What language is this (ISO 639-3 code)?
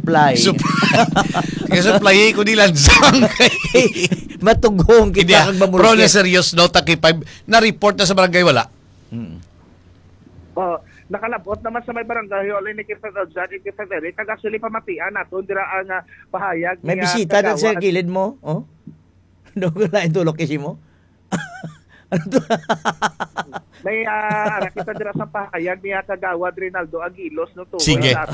hil